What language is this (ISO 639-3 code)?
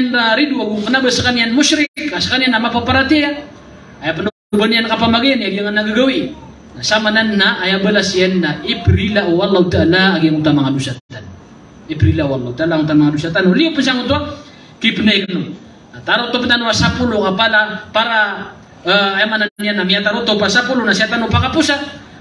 mrw